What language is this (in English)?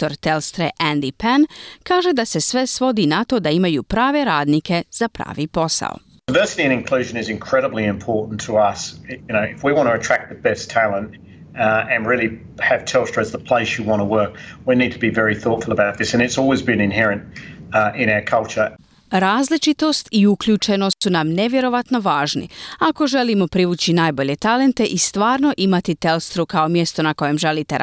Croatian